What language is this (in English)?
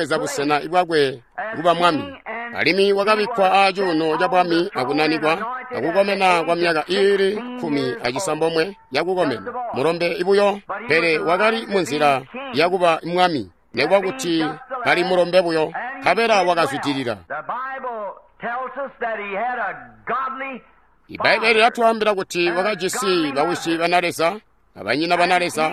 Tonga (Zambia)